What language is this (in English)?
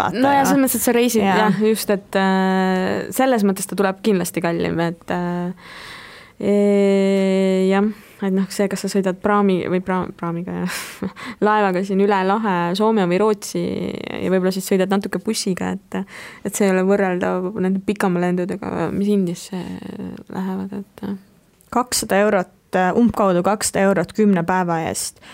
Estonian